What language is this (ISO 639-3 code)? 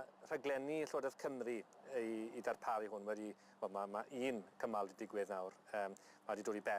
cym